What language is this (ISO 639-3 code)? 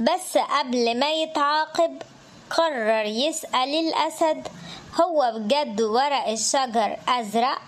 arz